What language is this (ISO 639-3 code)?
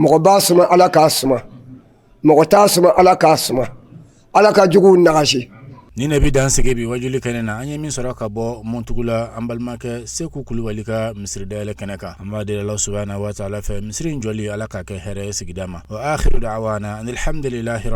bam